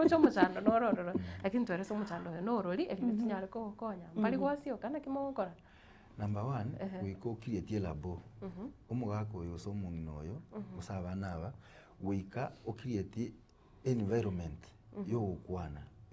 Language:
Gusii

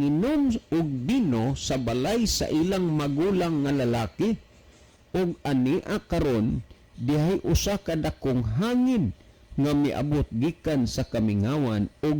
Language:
Cebuano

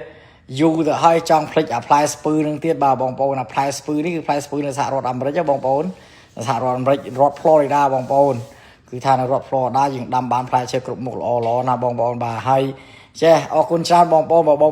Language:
Khmer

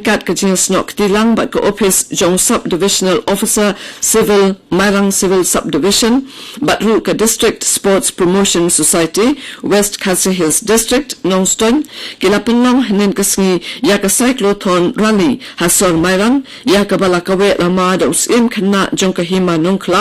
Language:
Khasi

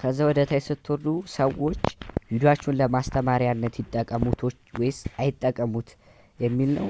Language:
Amharic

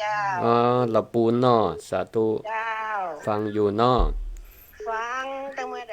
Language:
Northern Thai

